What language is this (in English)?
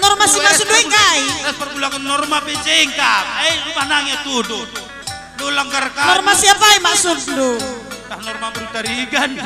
Batak Karo